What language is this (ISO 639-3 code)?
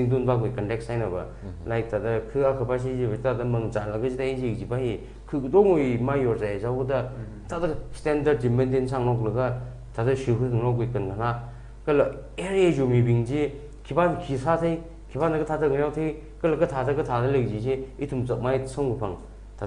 nmf